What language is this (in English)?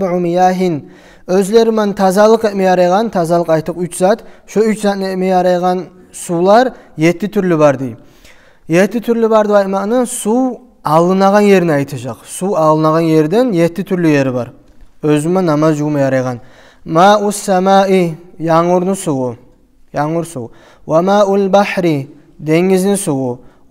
Kumyk